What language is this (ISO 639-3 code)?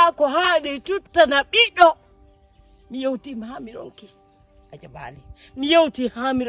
ful